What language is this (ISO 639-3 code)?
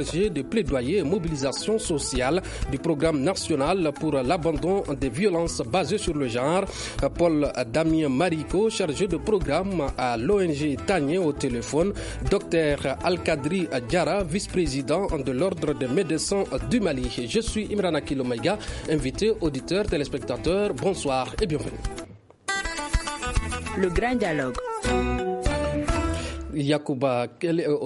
fra